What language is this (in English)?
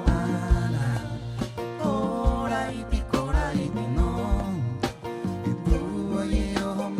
Rapanui